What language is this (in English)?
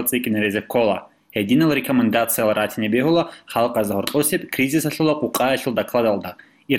Avaric